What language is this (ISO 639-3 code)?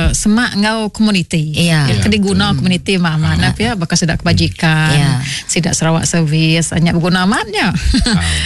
iba